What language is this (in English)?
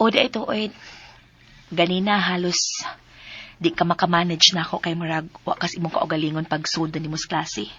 Cebuano